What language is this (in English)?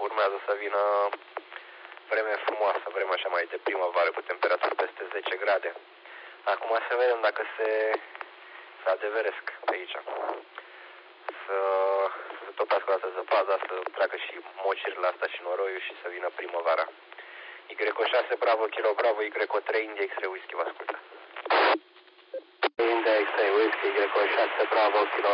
Romanian